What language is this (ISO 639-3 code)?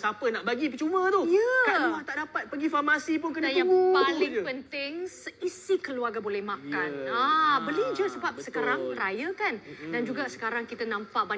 msa